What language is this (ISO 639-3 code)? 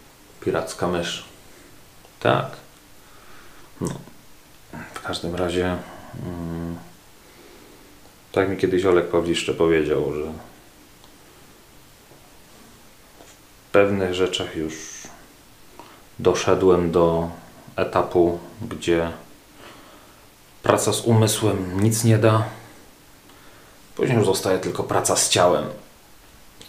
pol